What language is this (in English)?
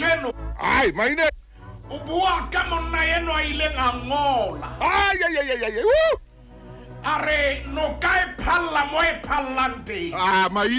Southern Sotho